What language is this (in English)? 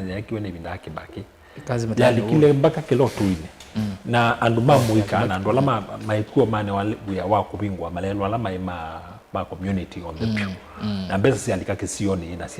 Kamba